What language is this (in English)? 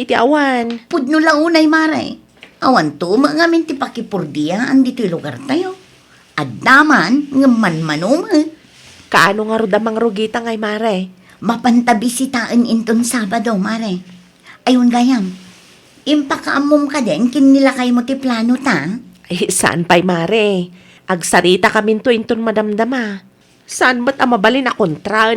Iloko